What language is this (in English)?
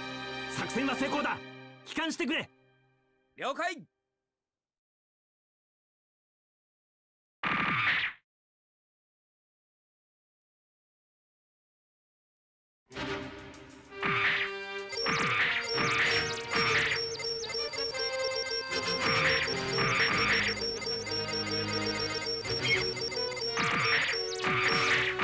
Japanese